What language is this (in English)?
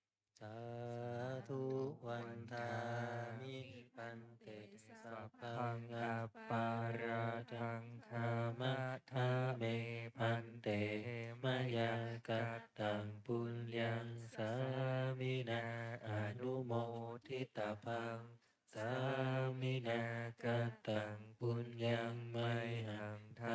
Pali